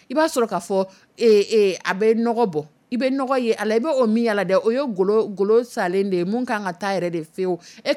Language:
Dyula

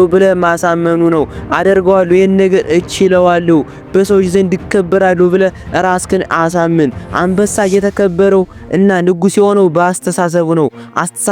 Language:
Amharic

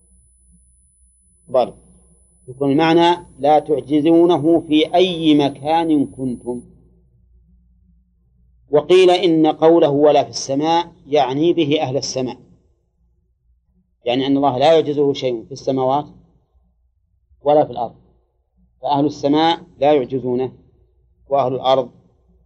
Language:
Arabic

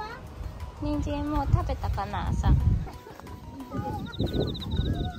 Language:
Japanese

